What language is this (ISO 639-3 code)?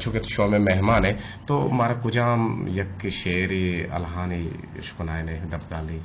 bgp